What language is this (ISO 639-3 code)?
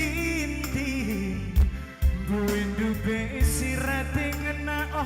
btx